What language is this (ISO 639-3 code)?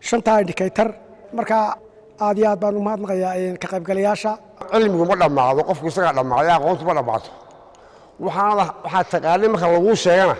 som